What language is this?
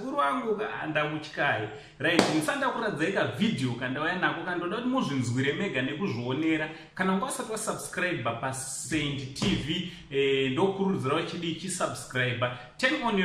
Shona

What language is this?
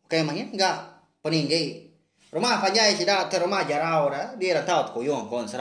Iban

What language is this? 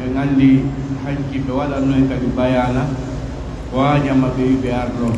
Pular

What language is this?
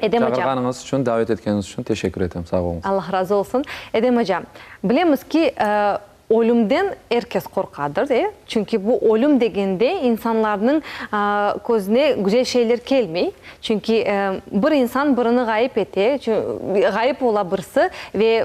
Crimean Tatar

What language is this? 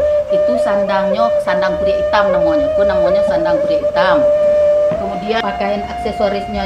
Minangkabau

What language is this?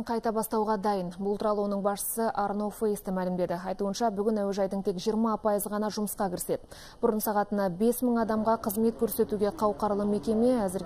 Kazakh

